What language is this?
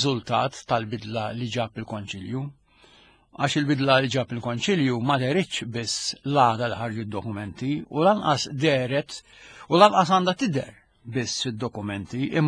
Maltese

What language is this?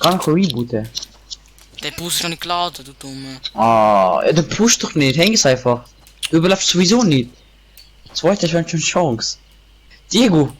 Swiss German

